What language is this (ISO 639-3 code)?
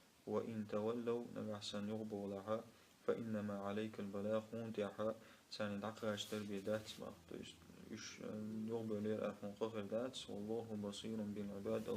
che